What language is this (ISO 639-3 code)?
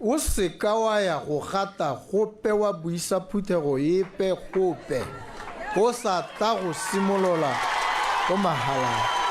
tsn